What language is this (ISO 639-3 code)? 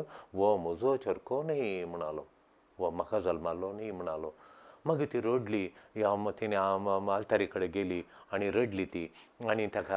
kok